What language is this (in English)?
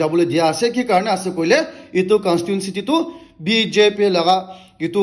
Naga Pidgin